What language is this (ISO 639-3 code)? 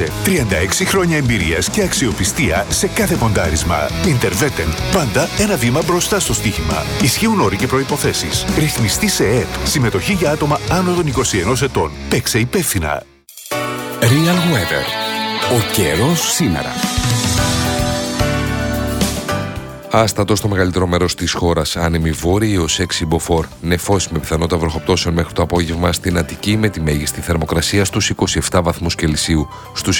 ell